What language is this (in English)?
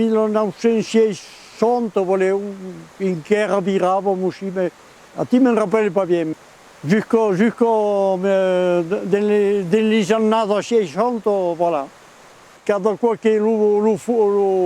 Occitan